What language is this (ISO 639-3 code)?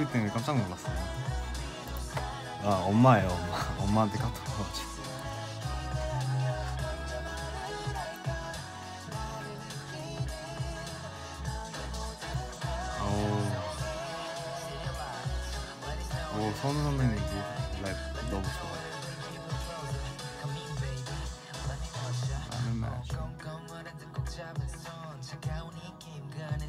kor